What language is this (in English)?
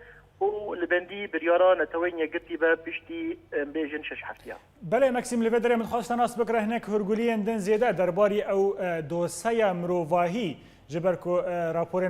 Kurdish